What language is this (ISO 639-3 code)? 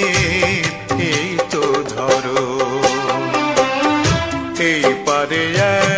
ben